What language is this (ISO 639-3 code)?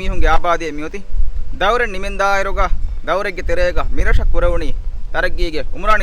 div